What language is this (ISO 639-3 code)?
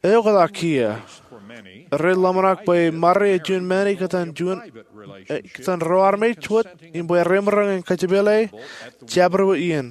mah